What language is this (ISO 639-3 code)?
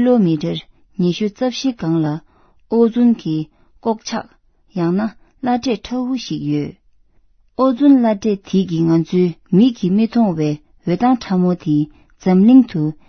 bod